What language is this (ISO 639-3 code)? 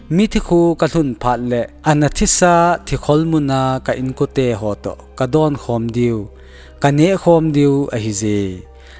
tcz